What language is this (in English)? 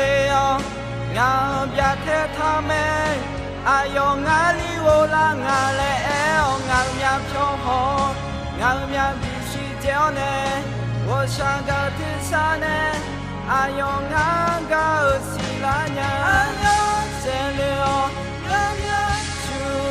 Akha